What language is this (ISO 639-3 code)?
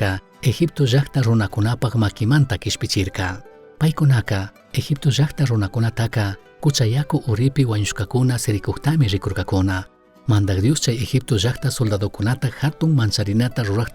qug